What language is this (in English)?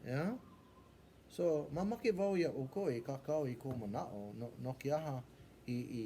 Hawaiian